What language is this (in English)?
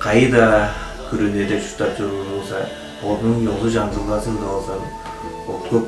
Tuvinian